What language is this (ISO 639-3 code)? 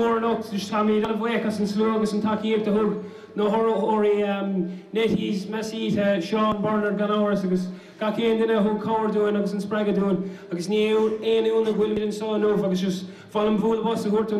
gle